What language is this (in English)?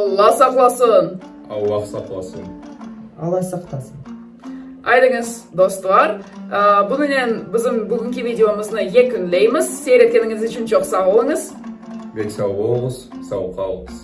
Crimean Tatar